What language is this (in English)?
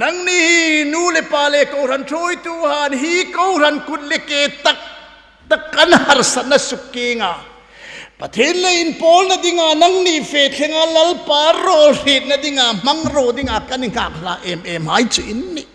Hmar